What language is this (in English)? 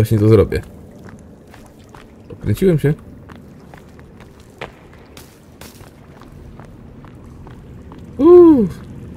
Polish